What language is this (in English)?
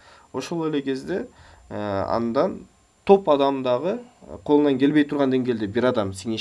Kyrgyz